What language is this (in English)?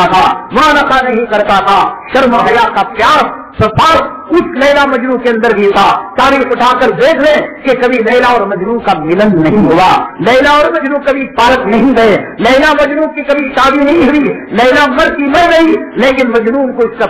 Urdu